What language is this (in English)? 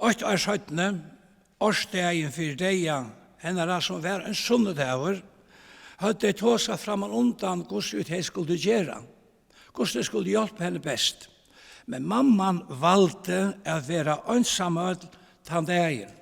Faroese